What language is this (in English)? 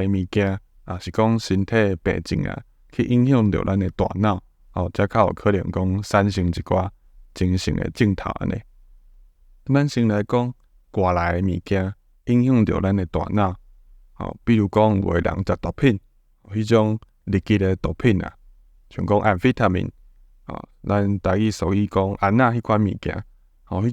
Min Nan Chinese